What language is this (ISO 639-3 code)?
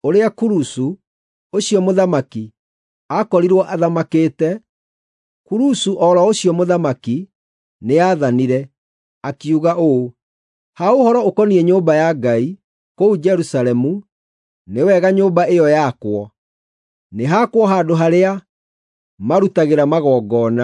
kik